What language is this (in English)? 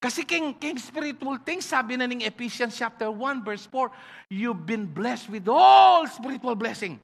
Pampanga